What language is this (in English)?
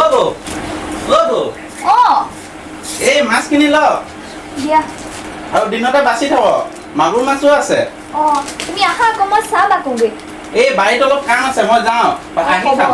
Assamese